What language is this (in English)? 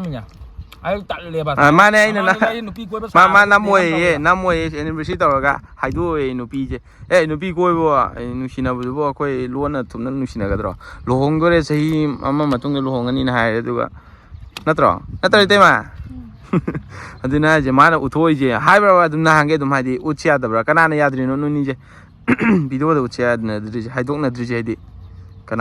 Manipuri